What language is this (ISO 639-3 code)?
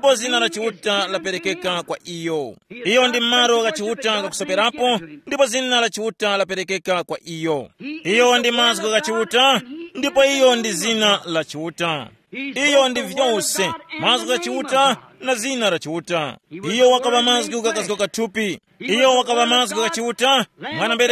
tum